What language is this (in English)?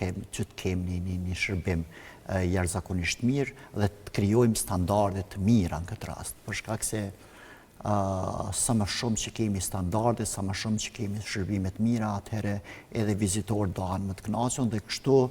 Albanian